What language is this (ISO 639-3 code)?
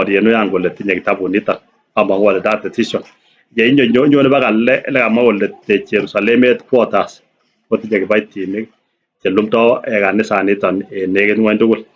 kln